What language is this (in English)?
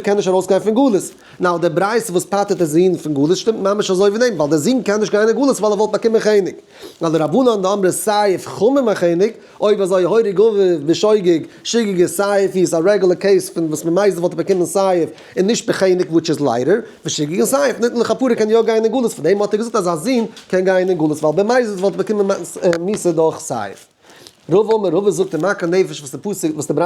Yiddish